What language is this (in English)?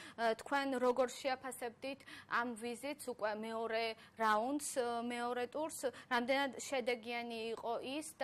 Georgian